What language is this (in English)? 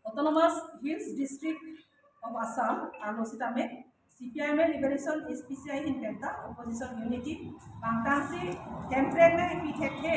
Karbi